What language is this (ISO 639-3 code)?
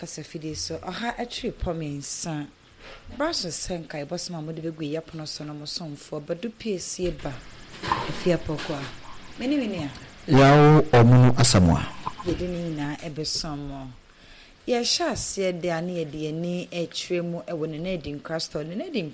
aka